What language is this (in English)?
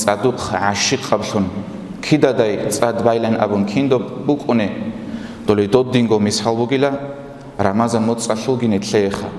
Avaric